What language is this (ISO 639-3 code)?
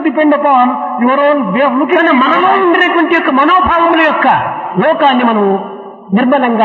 tel